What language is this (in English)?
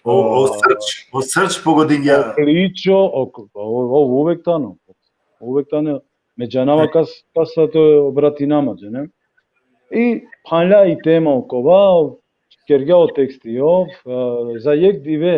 Balkan Romani